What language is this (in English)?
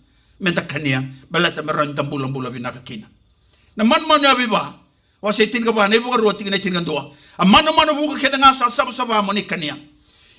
Fijian